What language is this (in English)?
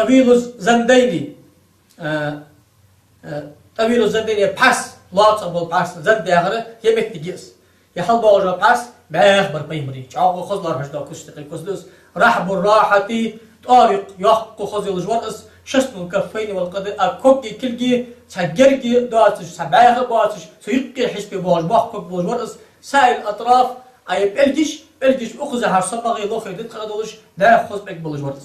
Ingush